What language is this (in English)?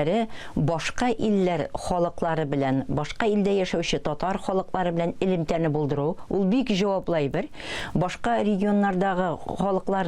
Tatar